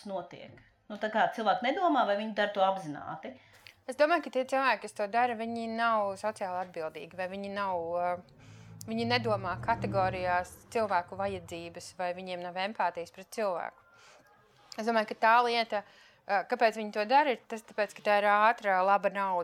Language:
Latvian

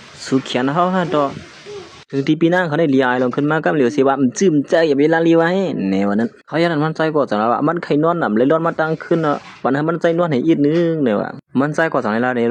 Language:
Shan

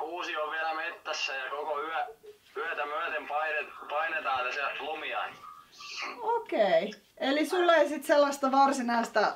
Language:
Finnish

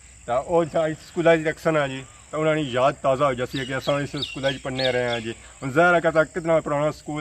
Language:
Pahari-Potwari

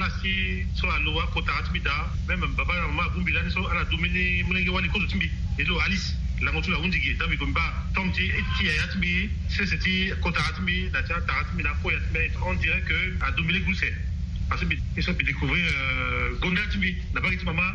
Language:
Sango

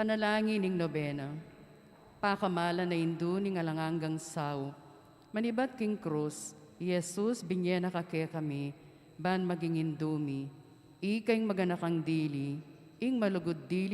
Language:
Pampanga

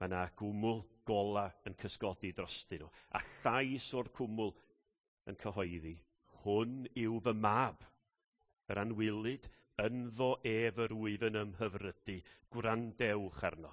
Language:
Welsh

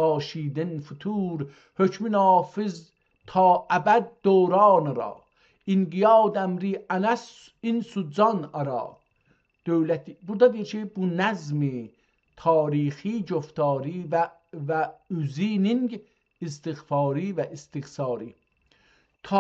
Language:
South Azerbaijani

